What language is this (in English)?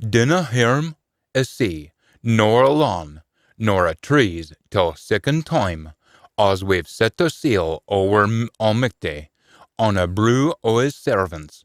Scots